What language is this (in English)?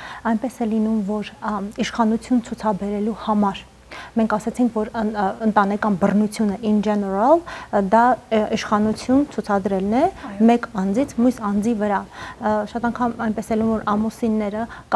Armenian